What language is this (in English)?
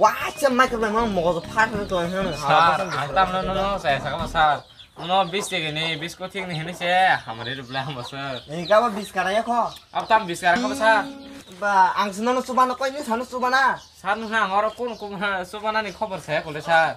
Kok Borok